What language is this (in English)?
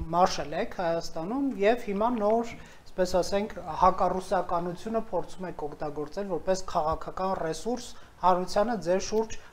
Armenian